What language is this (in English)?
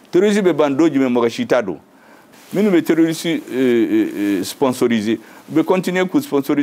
Bambara